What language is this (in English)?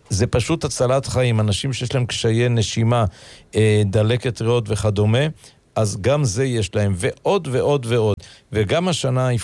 Hebrew